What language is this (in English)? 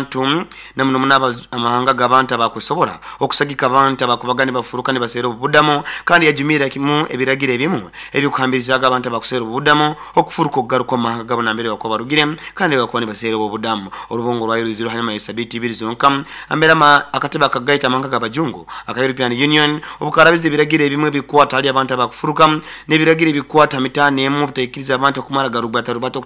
Nyoro